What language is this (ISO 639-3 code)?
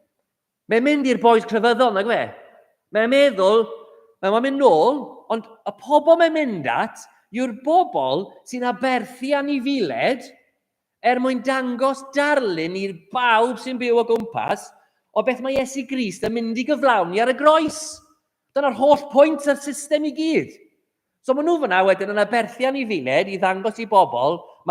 cym